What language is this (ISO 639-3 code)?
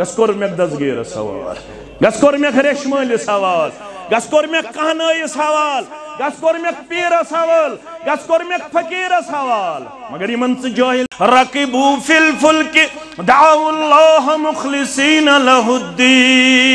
kas